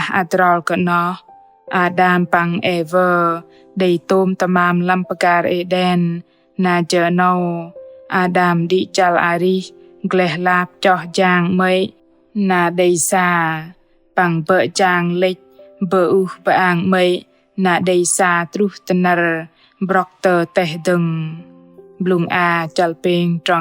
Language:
Bahnar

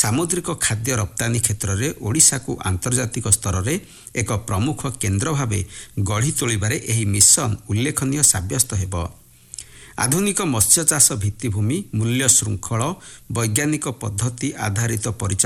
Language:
Odia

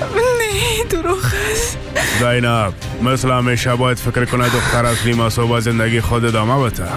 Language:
Persian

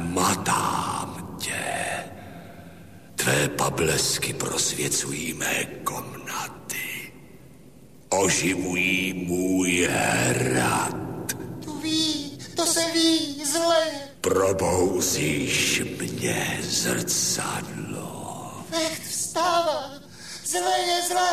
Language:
Czech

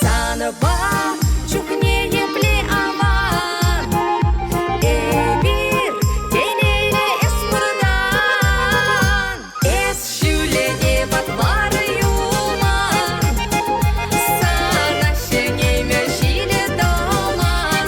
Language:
Chuvash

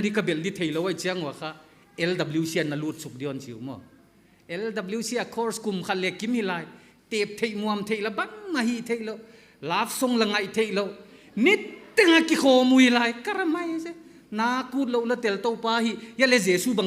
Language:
Paite Chin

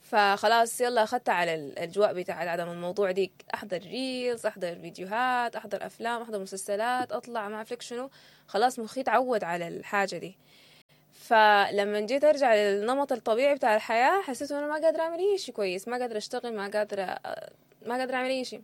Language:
Sudanese Arabic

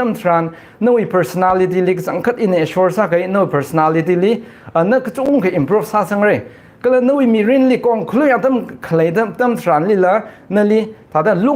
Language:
Tangkhul Naga (India)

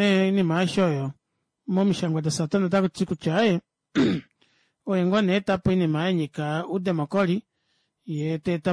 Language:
Kuanyama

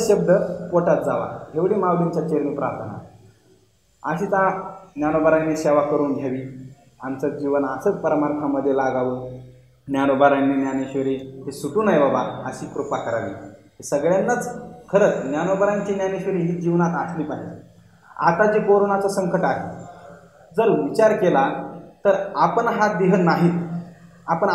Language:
Marathi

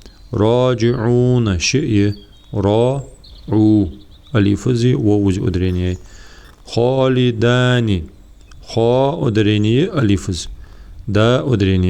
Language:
Ingush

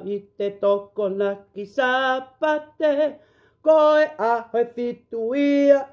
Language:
Tongan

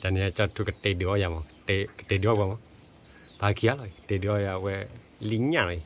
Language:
S'gaw Karen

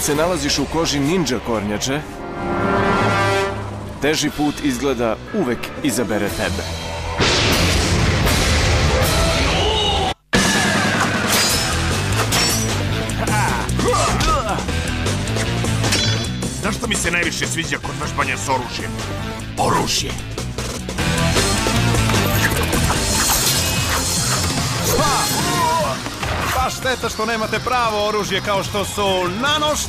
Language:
Serbian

